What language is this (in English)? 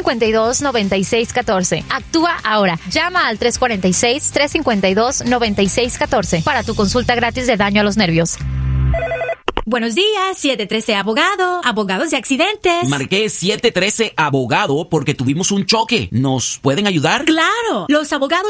Spanish